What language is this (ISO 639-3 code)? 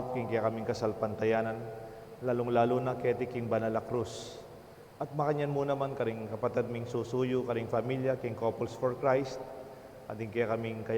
pam